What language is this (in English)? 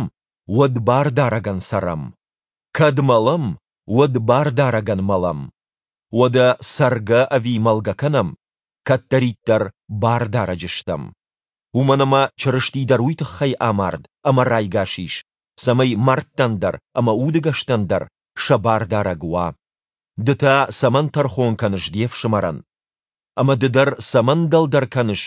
Ossetic